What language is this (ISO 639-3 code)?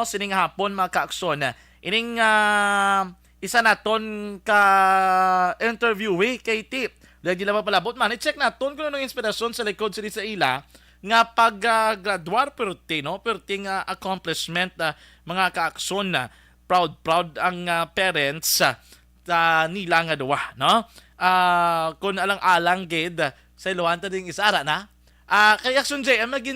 hil